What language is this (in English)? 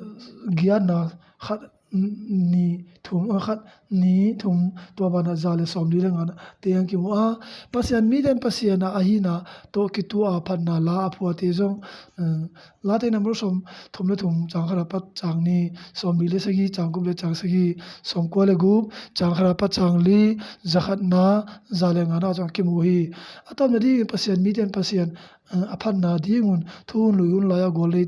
Tedim Chin